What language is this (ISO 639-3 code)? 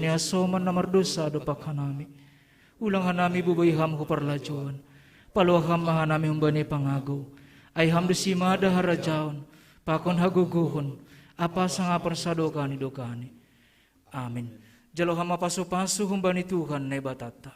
bts